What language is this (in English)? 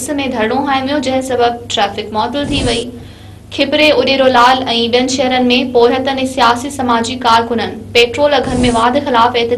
Sindhi